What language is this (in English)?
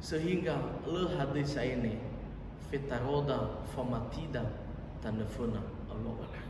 Nias